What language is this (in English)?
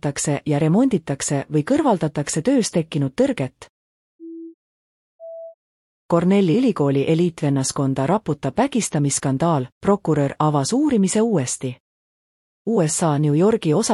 Estonian